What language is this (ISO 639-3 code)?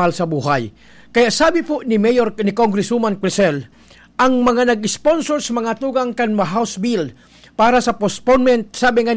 bik